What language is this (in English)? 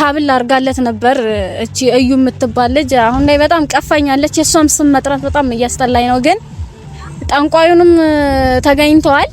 Amharic